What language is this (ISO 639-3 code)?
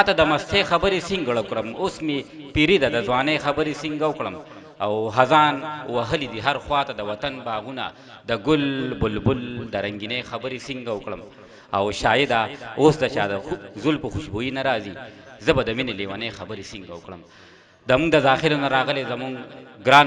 pus